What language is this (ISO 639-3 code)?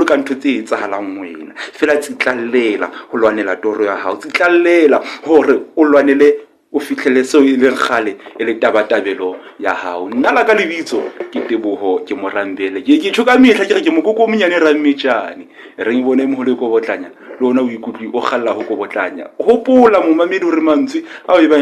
sot